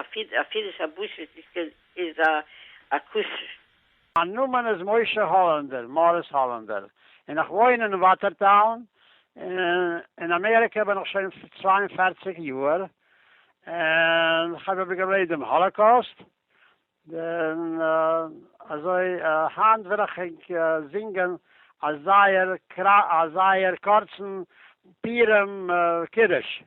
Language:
Yiddish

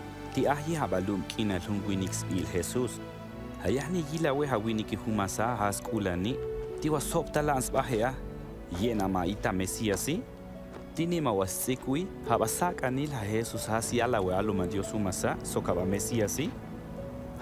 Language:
Tojolabal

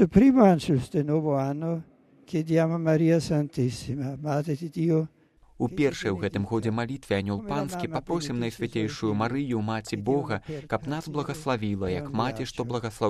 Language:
Belarusian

